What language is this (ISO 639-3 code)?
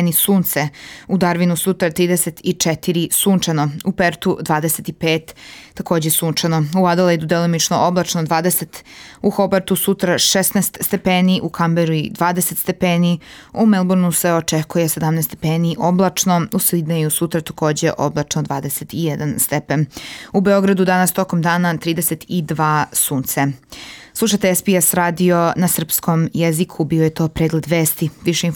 srp